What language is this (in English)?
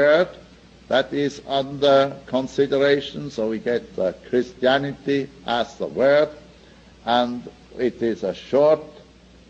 English